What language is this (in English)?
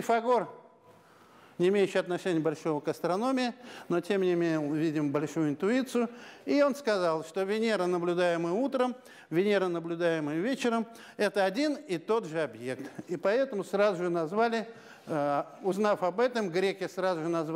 Russian